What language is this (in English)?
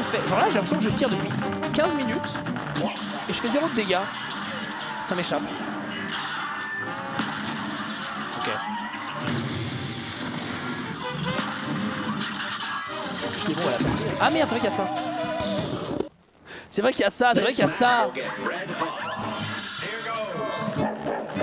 French